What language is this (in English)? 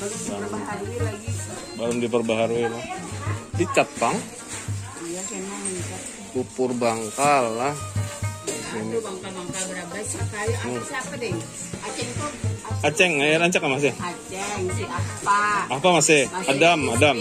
Banjar